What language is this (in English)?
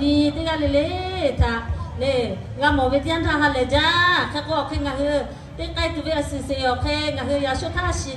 Lahu